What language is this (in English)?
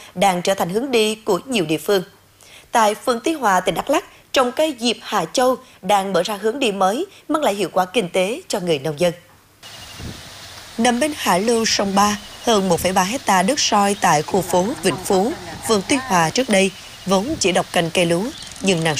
Vietnamese